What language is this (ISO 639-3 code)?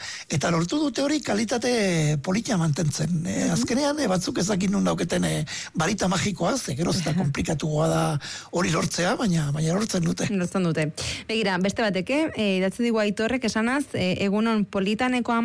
eus